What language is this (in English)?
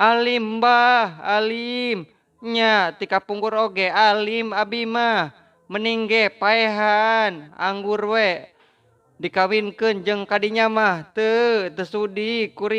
Sundanese